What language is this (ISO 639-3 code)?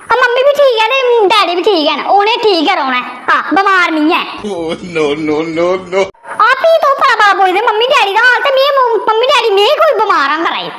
doi